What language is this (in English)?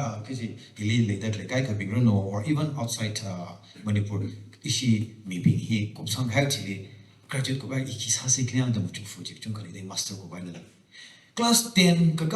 Tangkhul Naga (India)